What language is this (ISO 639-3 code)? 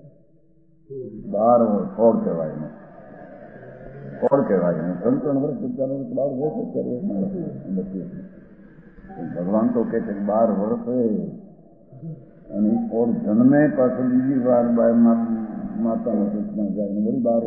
guj